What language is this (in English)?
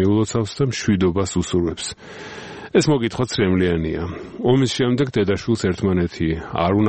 Georgian